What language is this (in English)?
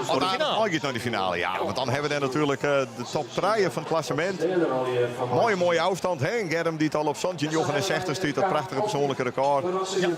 Western Frisian